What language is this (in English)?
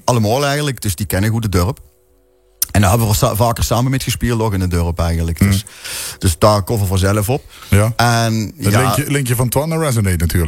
Limburgish